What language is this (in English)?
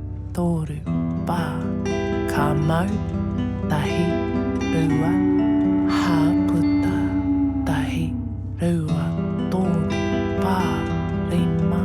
Māori